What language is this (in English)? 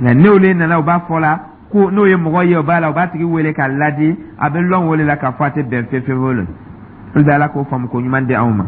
Dyula